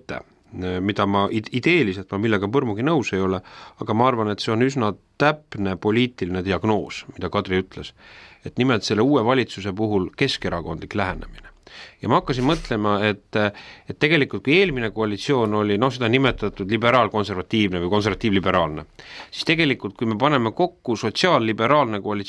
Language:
Estonian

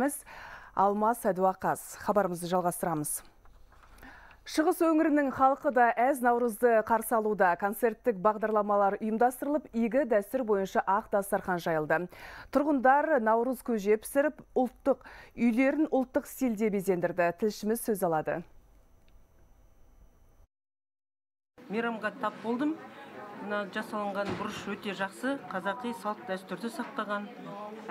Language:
Kazakh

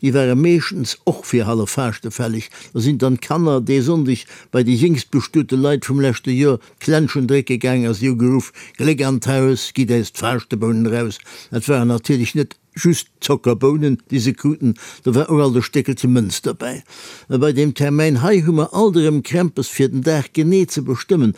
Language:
Luxembourgish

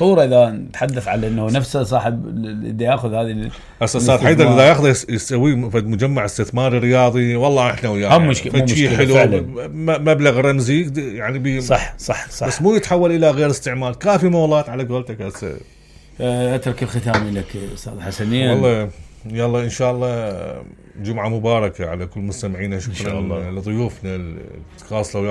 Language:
Mesopotamian Arabic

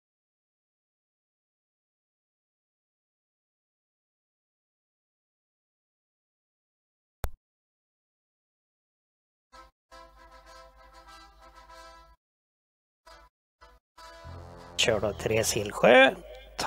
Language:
Swedish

